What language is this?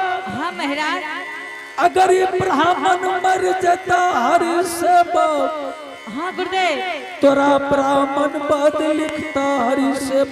Angika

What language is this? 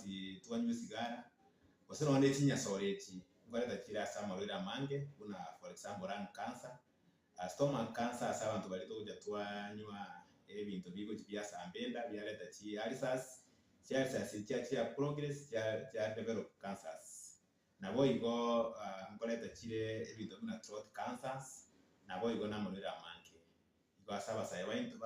Gusii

